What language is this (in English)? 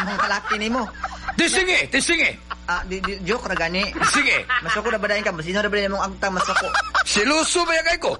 Cebuano